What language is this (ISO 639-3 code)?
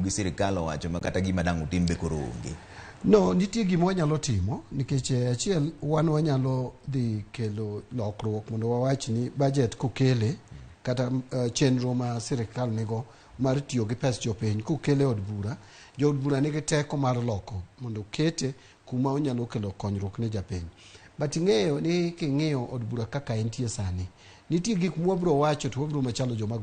luo